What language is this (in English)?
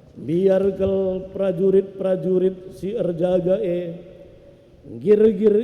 Batak Karo